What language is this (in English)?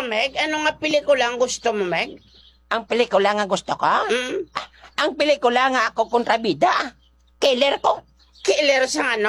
Hiligaynon